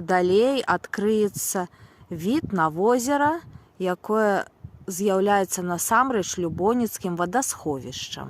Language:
Belarusian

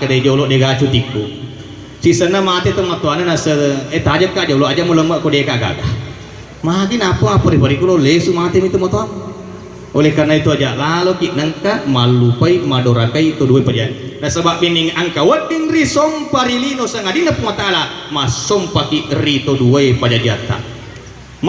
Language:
Buginese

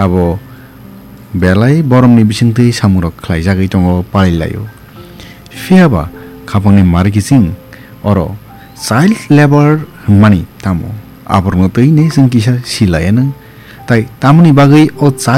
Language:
Kok Borok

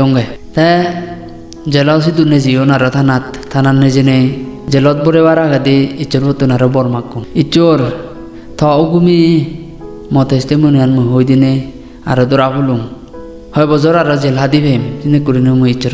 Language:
Chakma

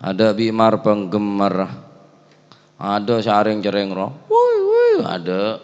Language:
Madurese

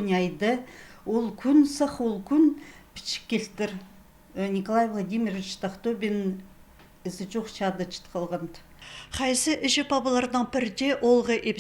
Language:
Khakas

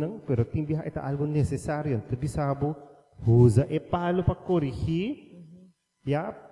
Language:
Papiamento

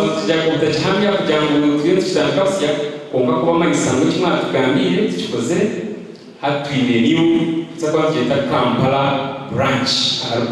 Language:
Nyankole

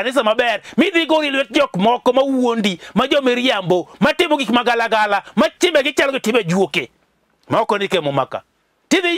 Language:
Luo (Kenya and Tanzania)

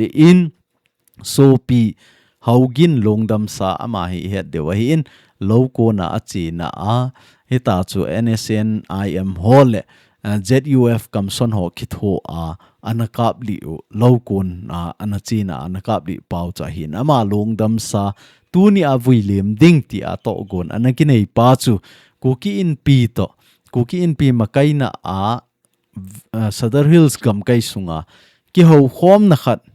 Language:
Thado Chin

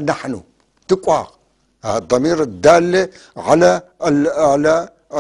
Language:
North Levantine Arabic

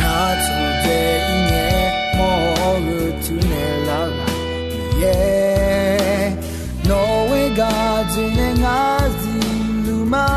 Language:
Akha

